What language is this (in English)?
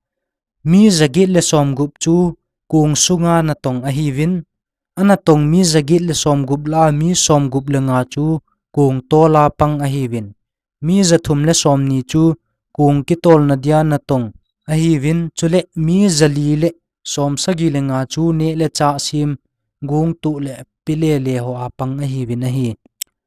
Thado Chin